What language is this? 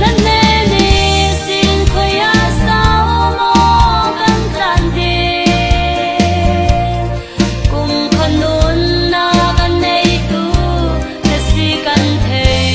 Falam Chin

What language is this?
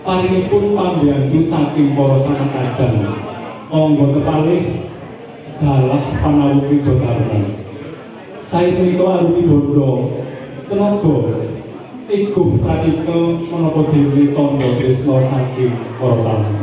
Javanese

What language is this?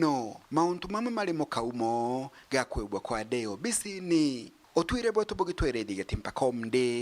Meru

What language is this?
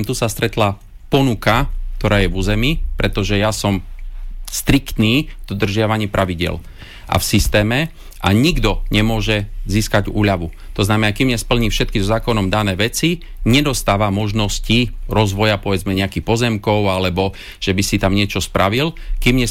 Slovak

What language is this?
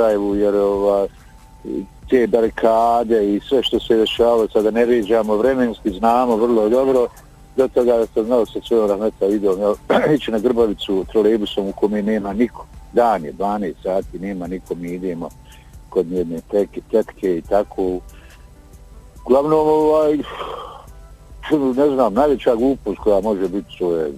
Bosnian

